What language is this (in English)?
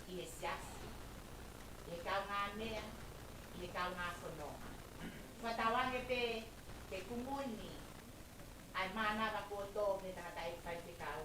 Tongan